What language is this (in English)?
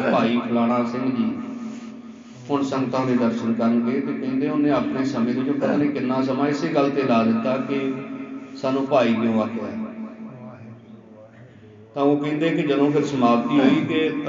Punjabi